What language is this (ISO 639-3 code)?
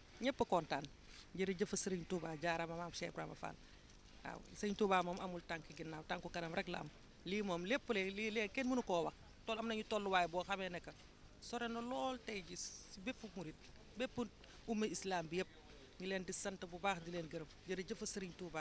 wol